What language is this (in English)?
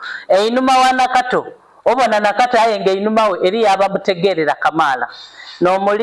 Soga